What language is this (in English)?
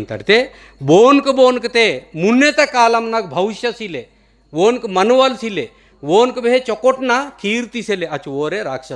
Gondi